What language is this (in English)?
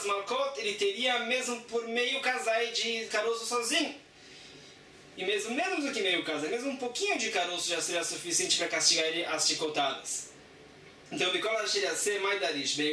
Portuguese